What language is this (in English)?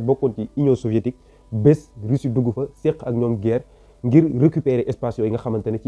Wolof